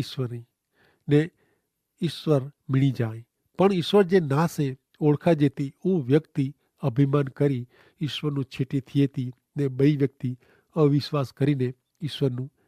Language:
Kachhi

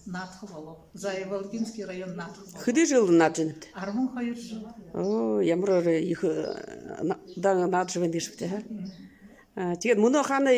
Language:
Buriat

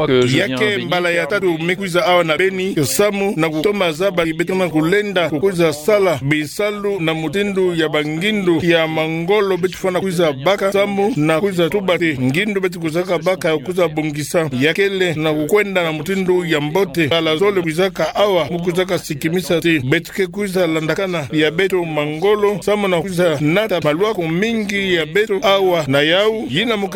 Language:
Kituba (Democratic Republic of Congo)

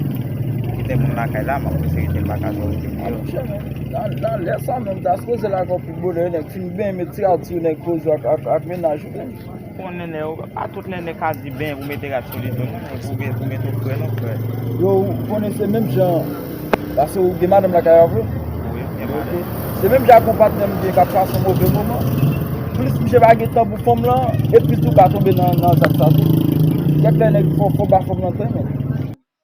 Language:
Haitian Creole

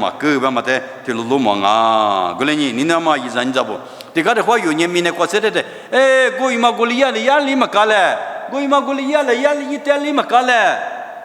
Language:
Lisu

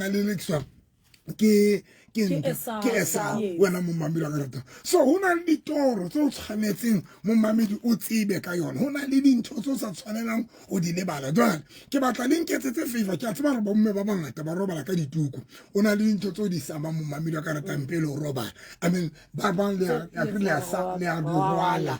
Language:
Southern Sotho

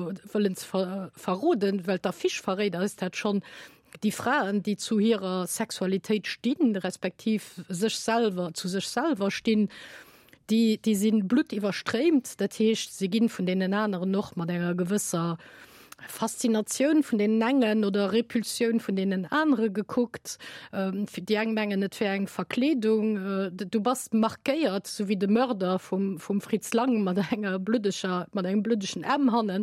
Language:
Luxembourgish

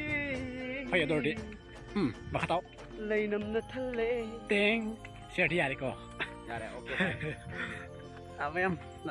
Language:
Manipuri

